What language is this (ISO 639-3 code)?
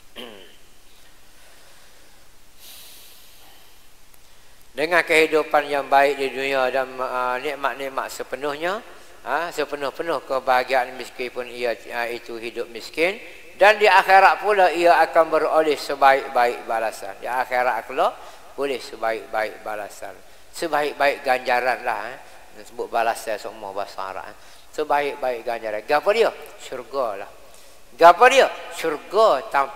msa